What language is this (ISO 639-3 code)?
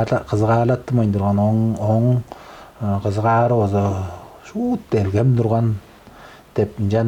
tyv